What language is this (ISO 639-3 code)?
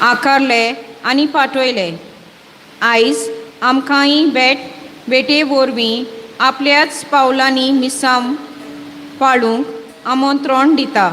kok